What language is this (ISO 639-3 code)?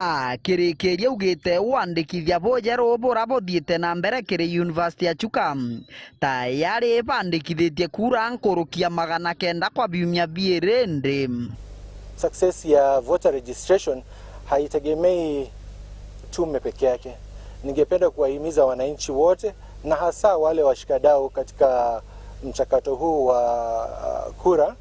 mer